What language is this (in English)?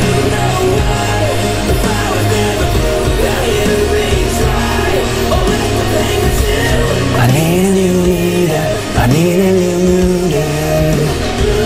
English